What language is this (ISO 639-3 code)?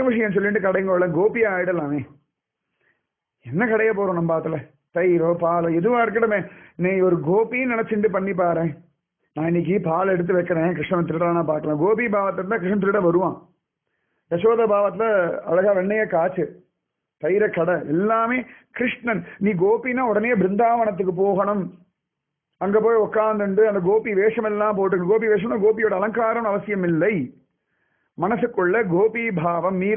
tam